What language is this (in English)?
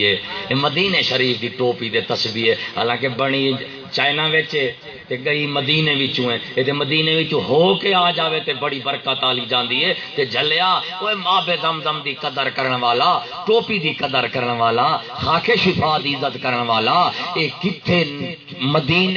Saraiki